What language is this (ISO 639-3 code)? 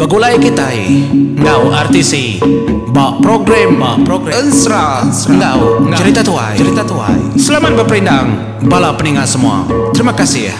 iba